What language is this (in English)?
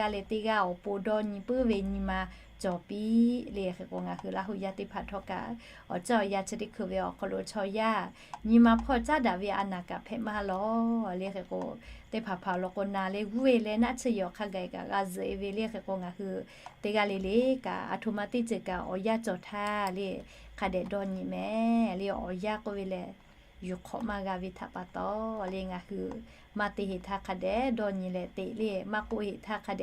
Lahu